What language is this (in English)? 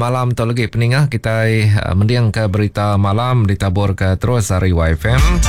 Iban